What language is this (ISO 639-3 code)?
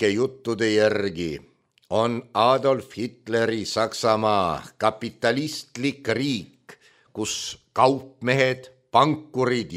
est